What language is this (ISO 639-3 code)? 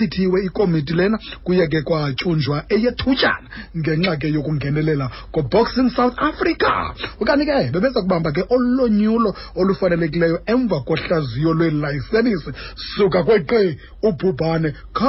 xho